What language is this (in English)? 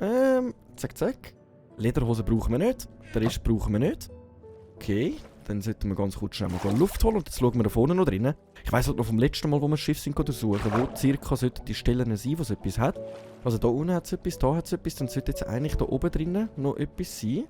Swiss German